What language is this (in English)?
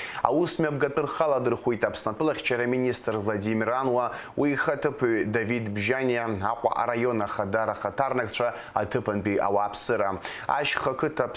Abkhazian